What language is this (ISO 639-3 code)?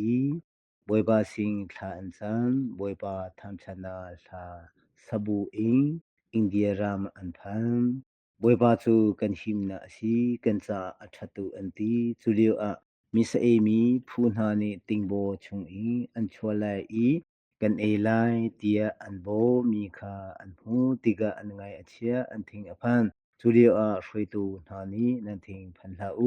cnh